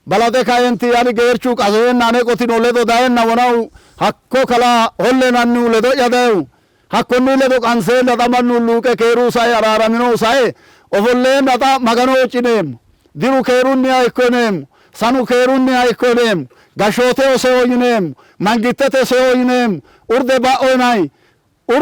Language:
Sidamo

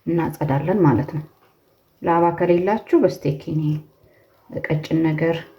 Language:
Amharic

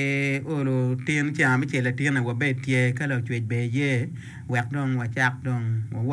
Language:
Acoli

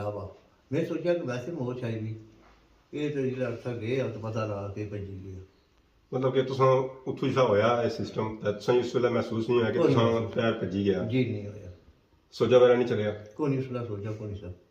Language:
Pahari-Potwari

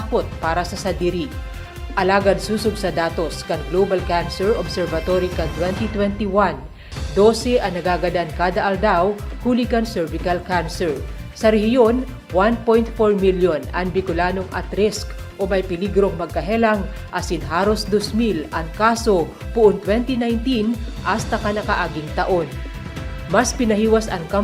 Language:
Bikol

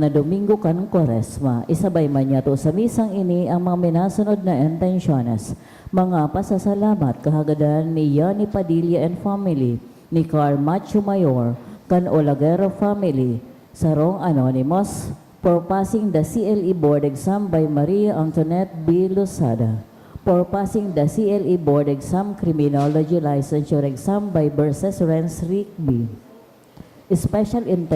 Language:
Bikol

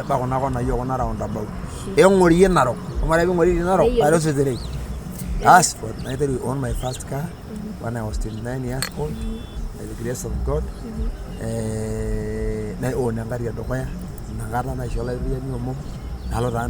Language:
Masai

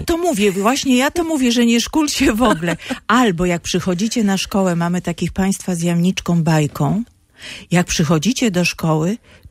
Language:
Polish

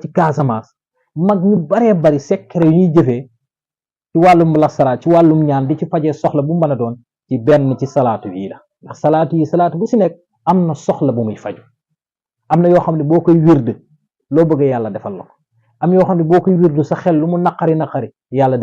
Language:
Wolof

